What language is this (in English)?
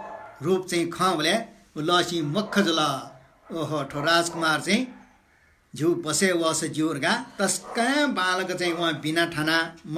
Newari